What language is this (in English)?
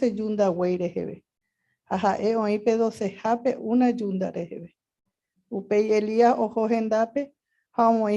Guarani